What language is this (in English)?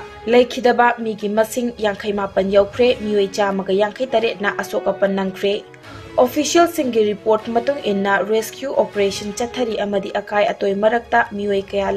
Manipuri